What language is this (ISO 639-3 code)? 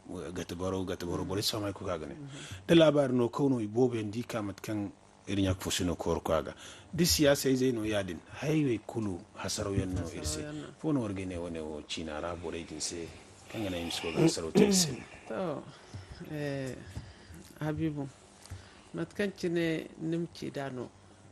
dje